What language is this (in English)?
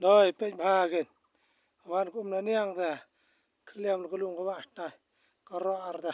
Khasi